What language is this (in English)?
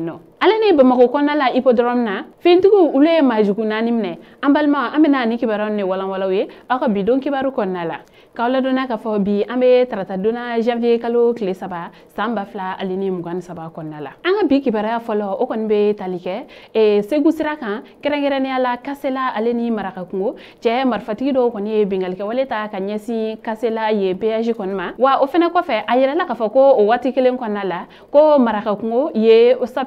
Bambara